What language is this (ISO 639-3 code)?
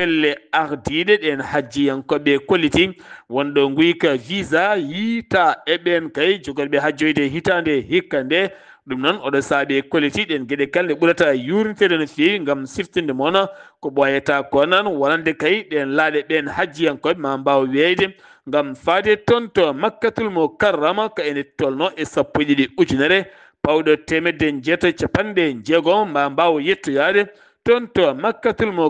ful